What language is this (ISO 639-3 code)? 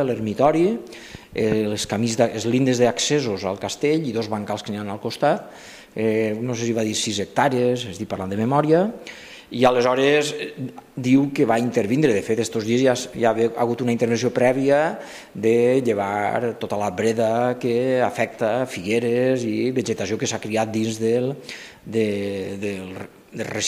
cat